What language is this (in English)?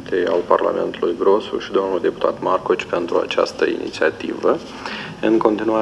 Romanian